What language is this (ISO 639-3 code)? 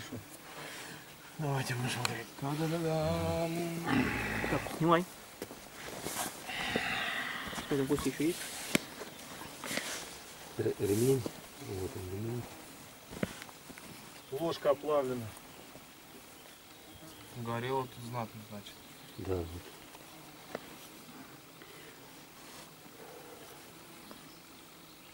rus